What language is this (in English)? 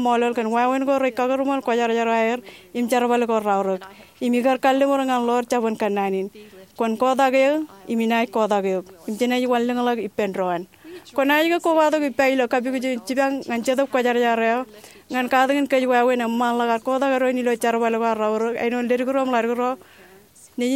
Marshallese